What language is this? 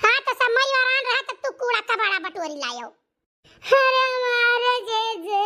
Awadhi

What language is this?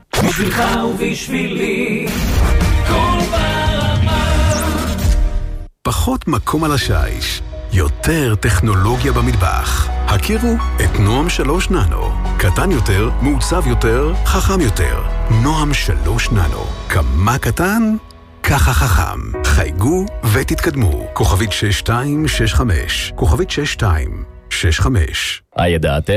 Hebrew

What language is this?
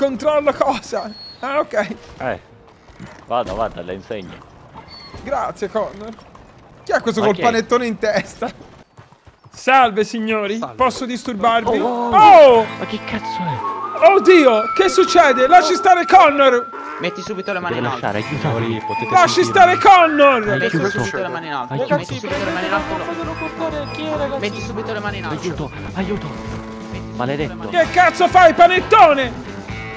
Italian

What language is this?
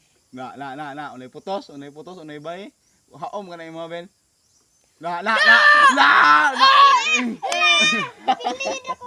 Cebuano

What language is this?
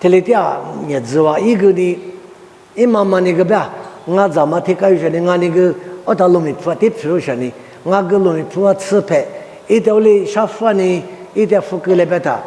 Lisu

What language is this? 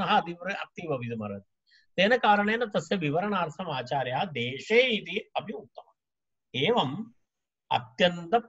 Sanskrit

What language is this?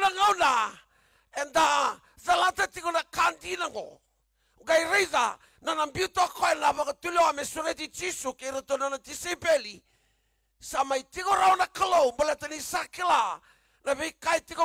Fijian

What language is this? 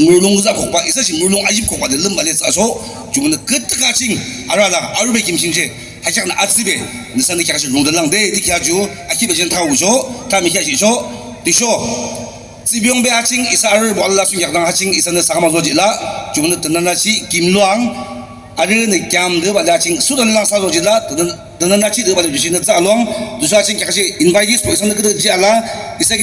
Naga Pidgin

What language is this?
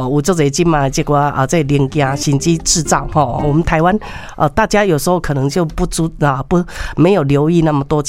Min Nan Chinese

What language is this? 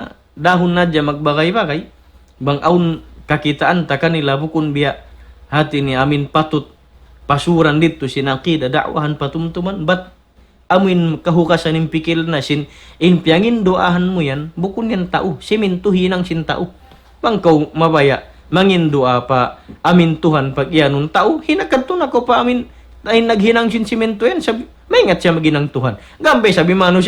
Tausug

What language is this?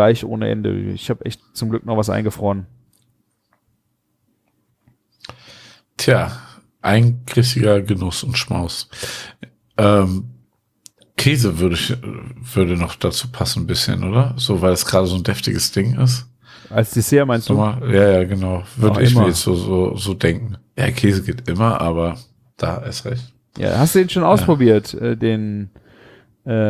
German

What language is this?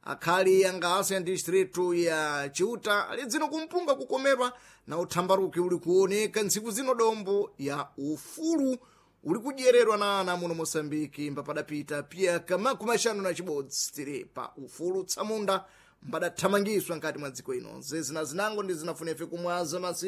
Sena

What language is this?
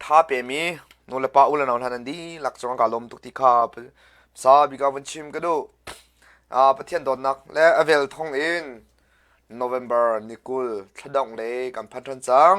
Hakha Chin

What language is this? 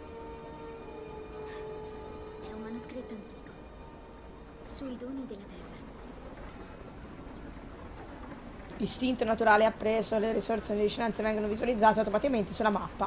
Italian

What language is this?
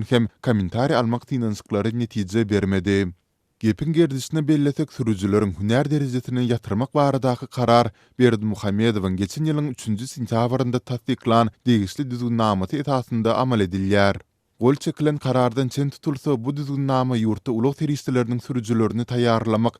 Turkmen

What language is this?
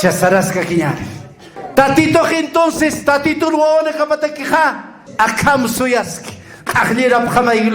Aymara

